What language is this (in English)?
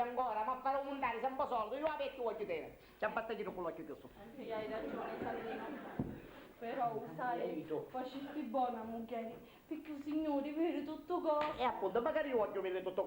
Sicilian